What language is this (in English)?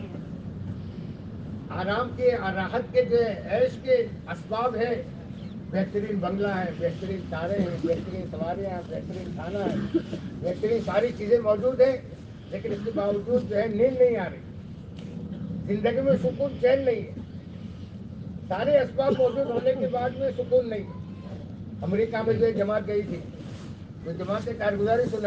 Urdu